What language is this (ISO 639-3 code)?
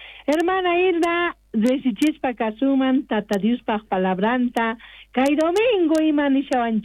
quh